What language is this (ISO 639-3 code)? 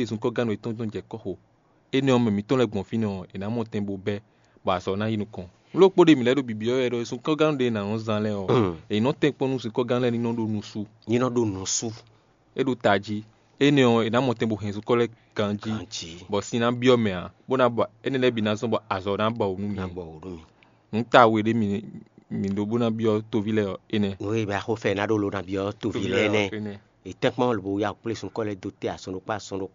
fon